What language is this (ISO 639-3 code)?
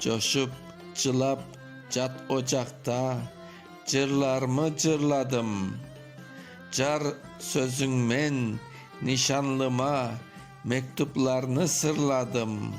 crh